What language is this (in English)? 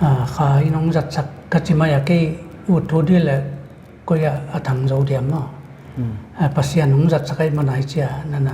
Paite Chin